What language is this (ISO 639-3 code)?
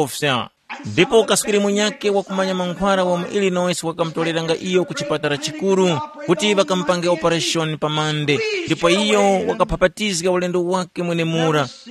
tum